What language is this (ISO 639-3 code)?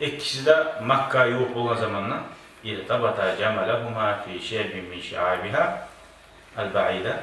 kum